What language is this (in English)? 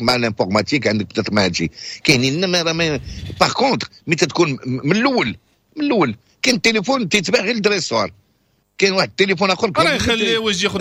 Moroccan Arabic